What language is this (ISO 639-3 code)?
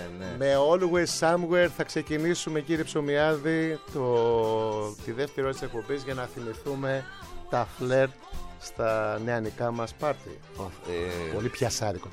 ell